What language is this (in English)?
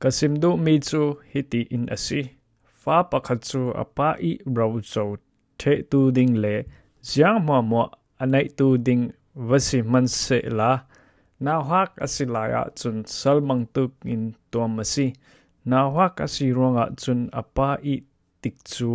Falam Chin